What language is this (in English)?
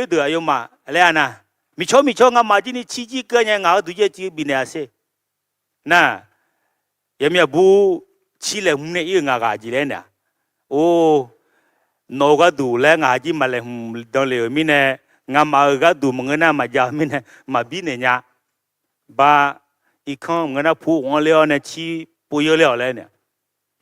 Akha